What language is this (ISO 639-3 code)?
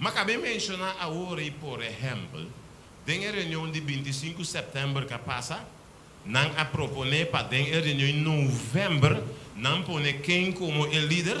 pap